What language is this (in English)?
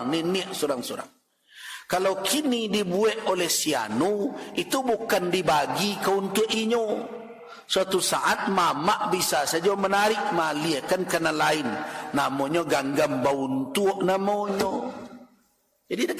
Minangkabau